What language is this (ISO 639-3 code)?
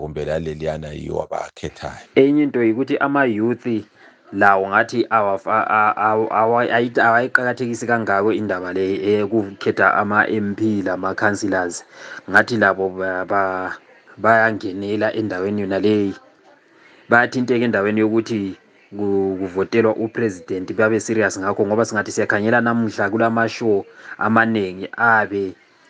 nde